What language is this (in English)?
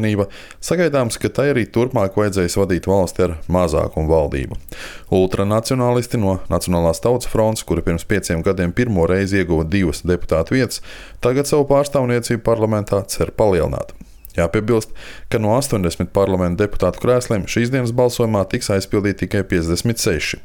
Latvian